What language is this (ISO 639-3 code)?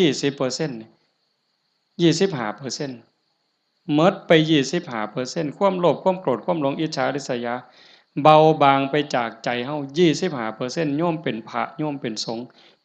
tts